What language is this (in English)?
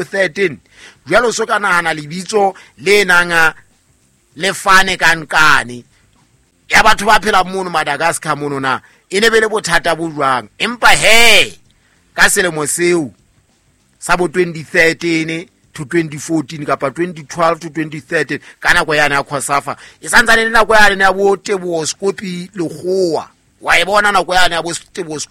Southern Sotho